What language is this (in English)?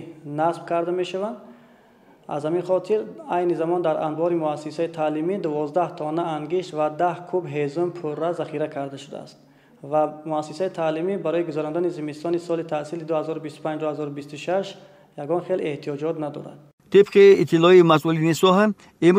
Tajik